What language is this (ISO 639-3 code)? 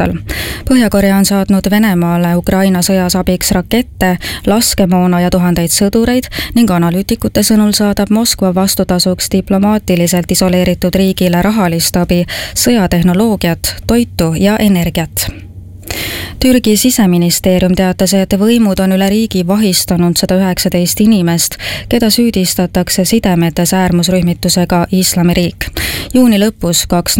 est